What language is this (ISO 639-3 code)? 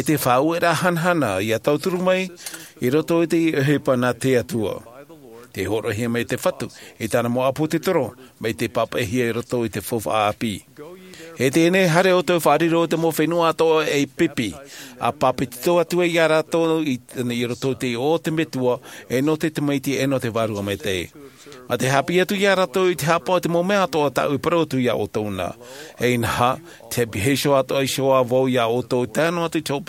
tah